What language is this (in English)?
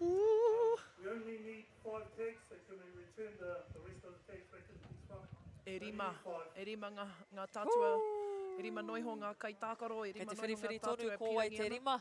Māori